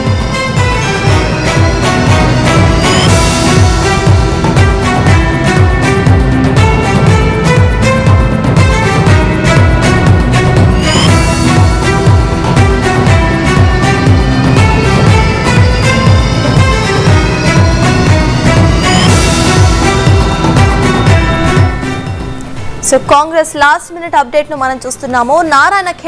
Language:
Telugu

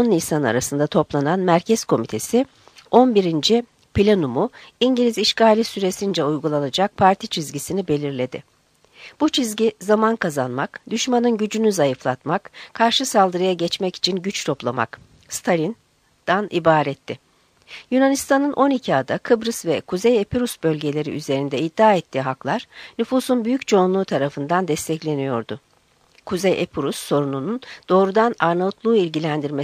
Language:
Turkish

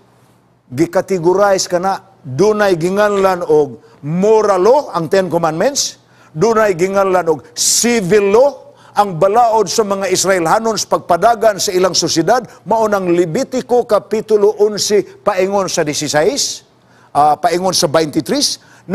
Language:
Cebuano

